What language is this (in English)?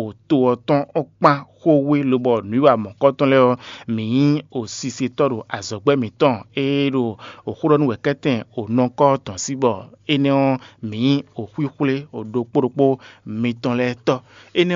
Fon